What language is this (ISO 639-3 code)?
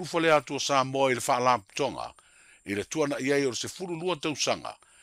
smo